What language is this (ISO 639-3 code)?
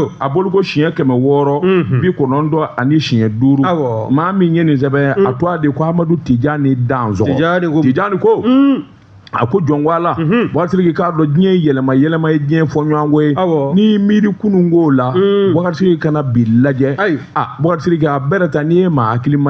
bam